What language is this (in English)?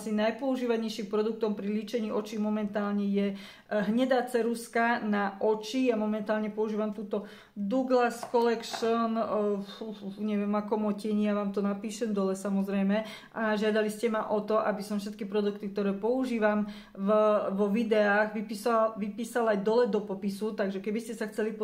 Slovak